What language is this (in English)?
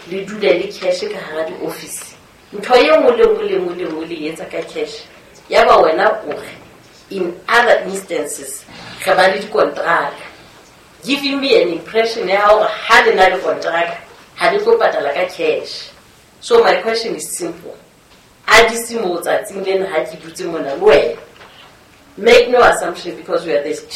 Southern Sotho